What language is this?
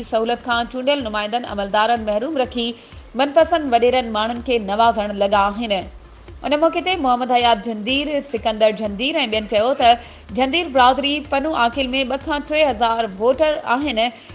Sindhi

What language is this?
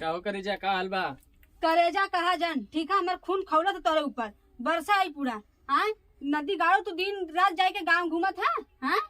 Awadhi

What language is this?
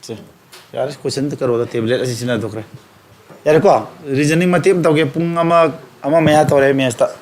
Manipuri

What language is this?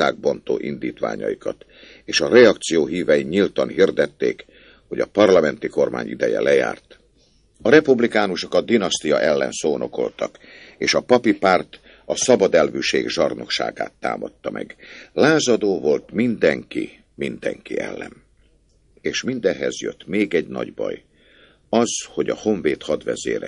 Hungarian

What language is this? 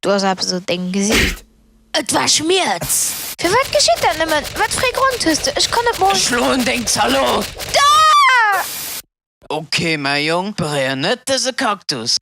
Luxembourgish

